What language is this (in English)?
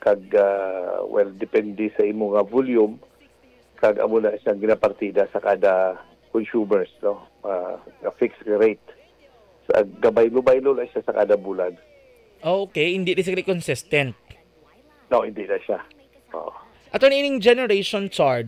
Hiligaynon